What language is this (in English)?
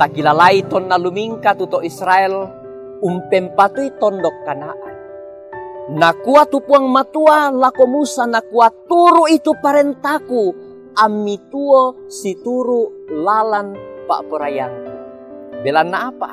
Toraja-Sa'dan